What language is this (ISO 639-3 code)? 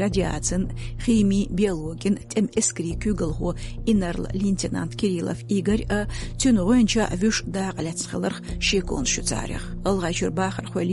che